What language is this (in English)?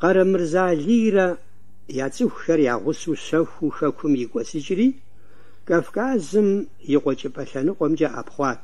Kabardian